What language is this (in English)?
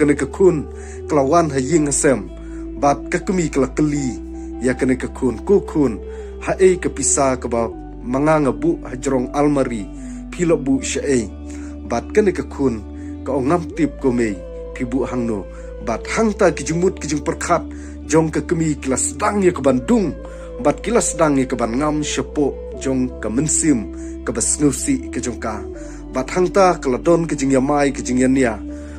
Khasi